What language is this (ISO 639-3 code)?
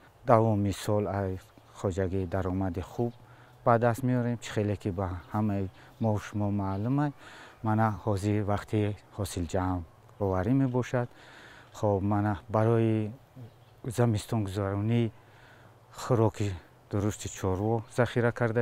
tgk